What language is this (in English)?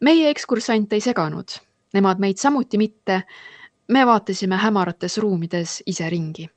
Estonian